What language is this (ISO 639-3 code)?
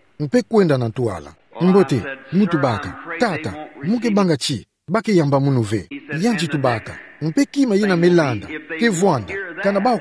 ktu